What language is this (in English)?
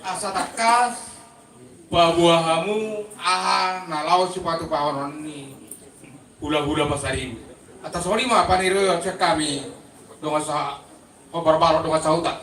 Batak Toba